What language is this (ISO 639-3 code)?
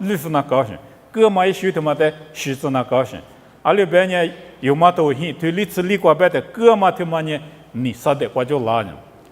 lis